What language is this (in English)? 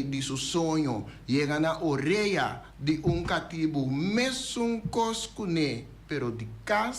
Papiamento